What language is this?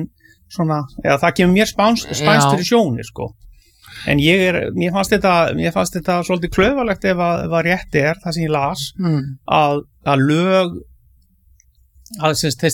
Icelandic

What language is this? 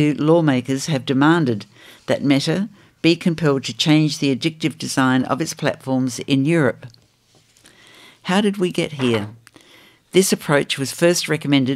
English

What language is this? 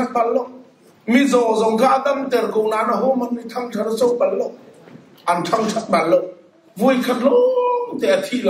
Hakha Chin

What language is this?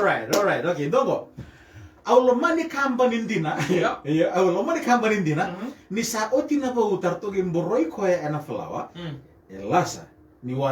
Fijian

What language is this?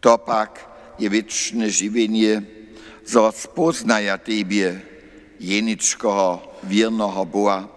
Upper Sorbian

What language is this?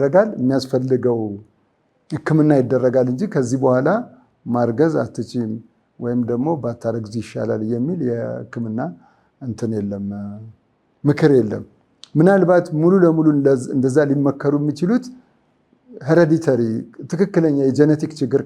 Amharic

